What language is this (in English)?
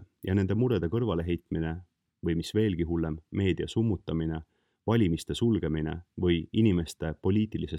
Estonian